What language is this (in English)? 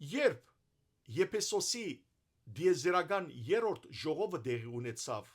Western Armenian